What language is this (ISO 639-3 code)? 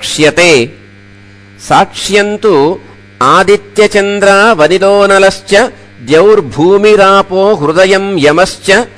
san